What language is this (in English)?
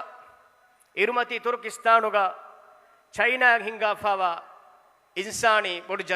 Divehi